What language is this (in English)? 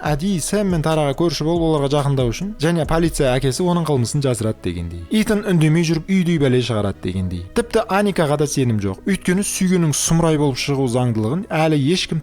Kazakh